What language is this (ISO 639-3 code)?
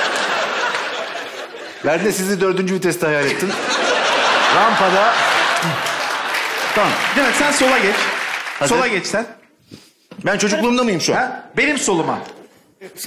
tur